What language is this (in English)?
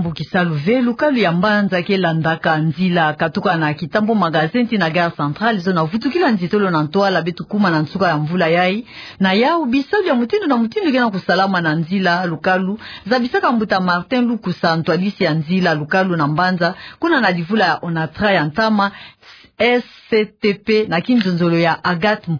Kituba (Democratic Republic of Congo)